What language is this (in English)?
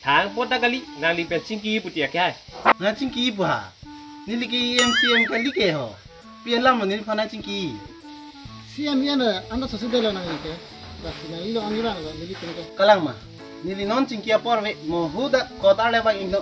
Karbi